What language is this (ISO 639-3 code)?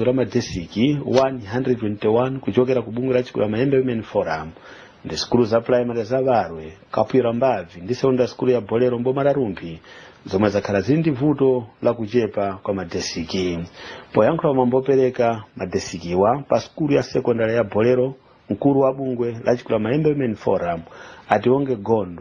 nya